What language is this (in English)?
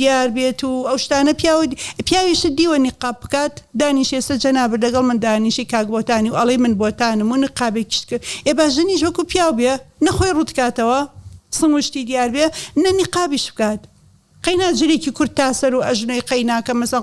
Central Kurdish